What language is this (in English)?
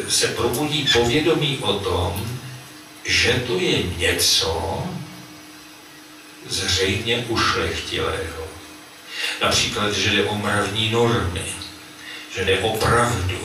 Czech